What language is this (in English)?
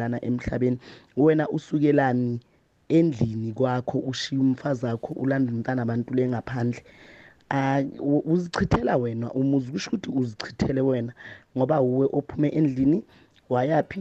South Ndebele